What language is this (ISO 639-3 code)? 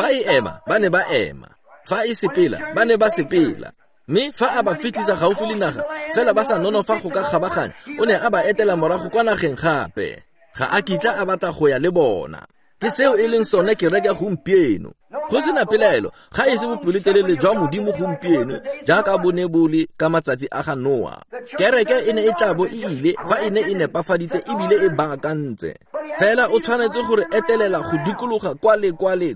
tsn